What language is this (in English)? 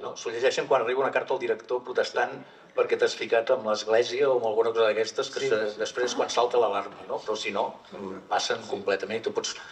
Catalan